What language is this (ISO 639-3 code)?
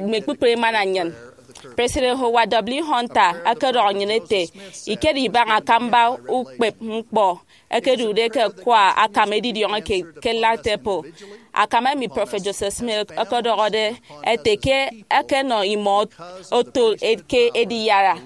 efi